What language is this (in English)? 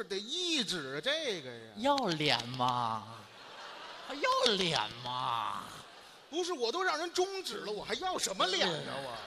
Chinese